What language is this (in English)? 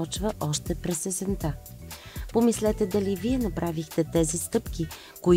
Bulgarian